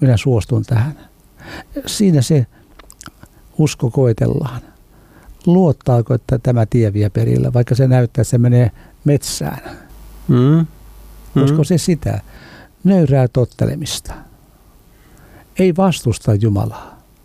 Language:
Finnish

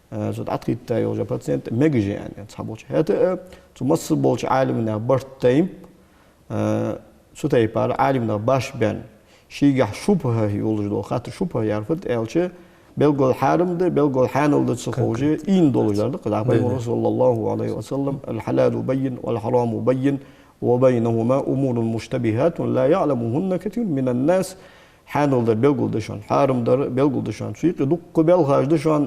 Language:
Ingush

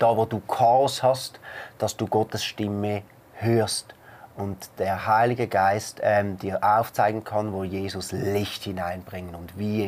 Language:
Swiss German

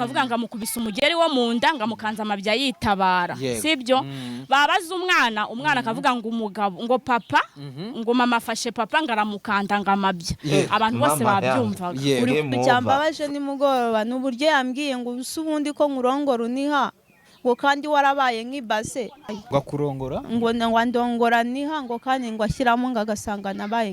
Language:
Kinyarwanda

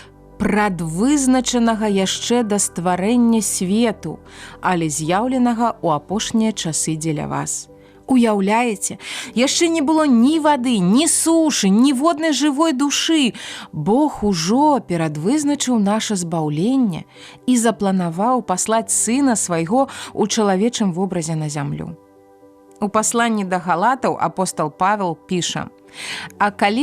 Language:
Belarusian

